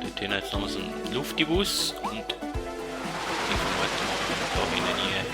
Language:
Swiss German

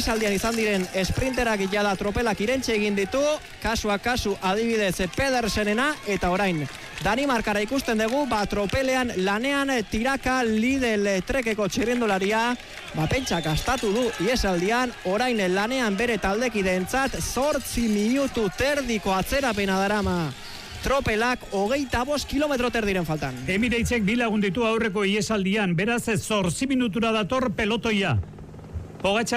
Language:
Basque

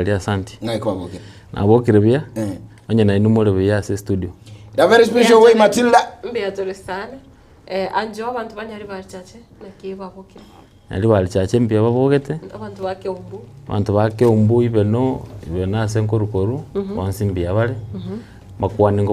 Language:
Gusii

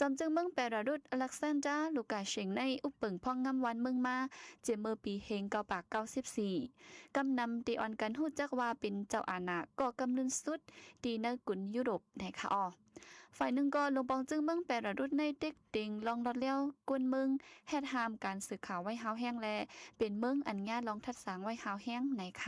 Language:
Shan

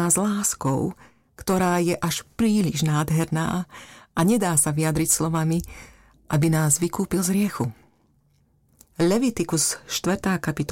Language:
Slovak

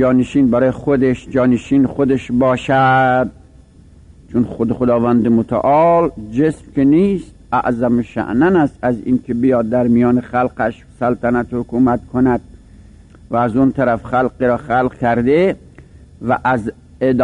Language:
Persian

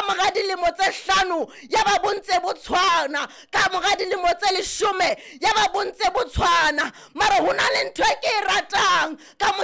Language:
Southern Sotho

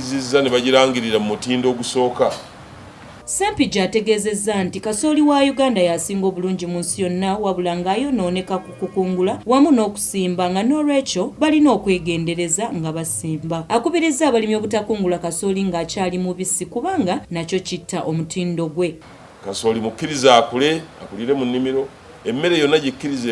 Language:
Ganda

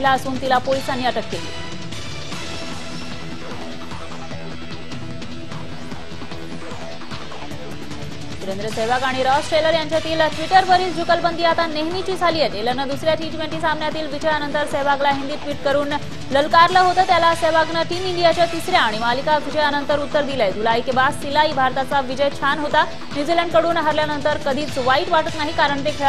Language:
Marathi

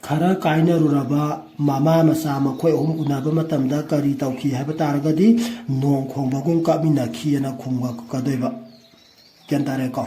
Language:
Manipuri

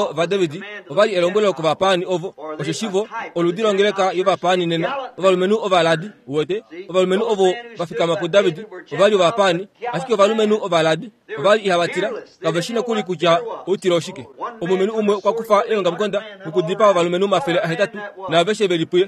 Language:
Kuanyama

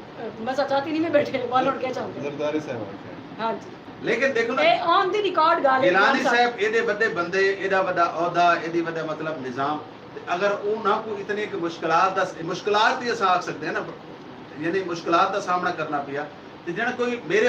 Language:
Saraiki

